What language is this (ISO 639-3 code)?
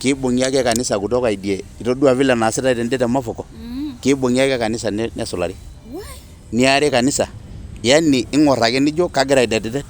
mas